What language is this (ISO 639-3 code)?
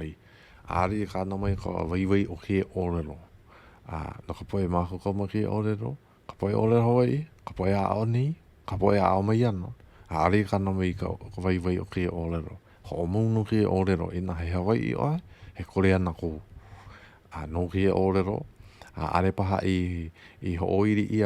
haw